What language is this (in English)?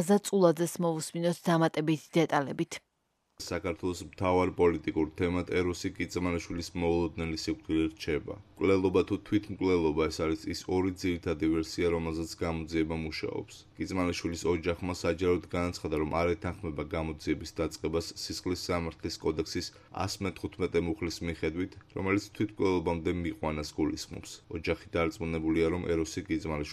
Georgian